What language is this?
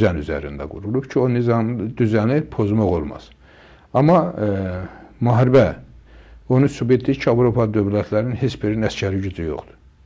Azerbaijani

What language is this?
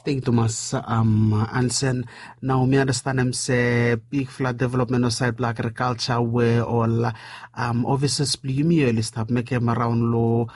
Bislama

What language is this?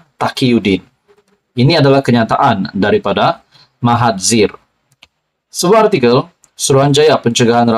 Malay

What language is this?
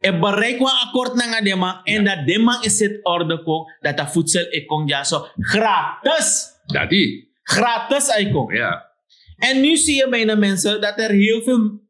Sranan Tongo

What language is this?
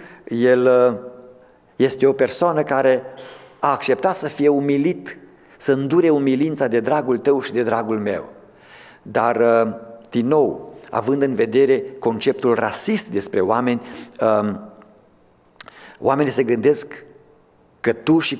Romanian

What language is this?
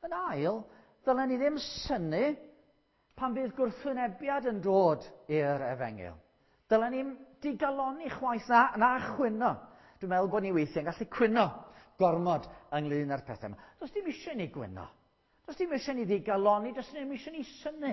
Welsh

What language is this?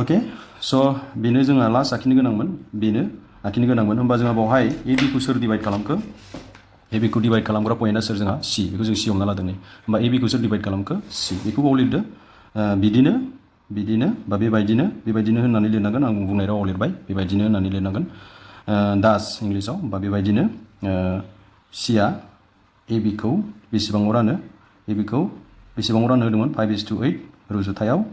Bodo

